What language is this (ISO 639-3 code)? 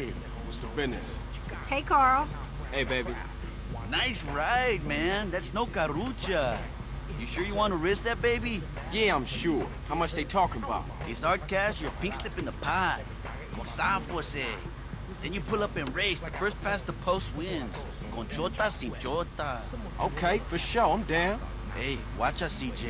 bar